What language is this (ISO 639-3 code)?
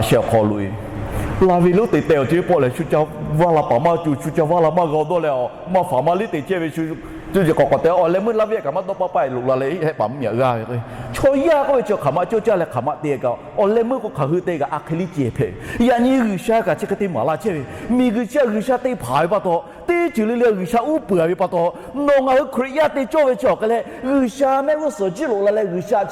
lhu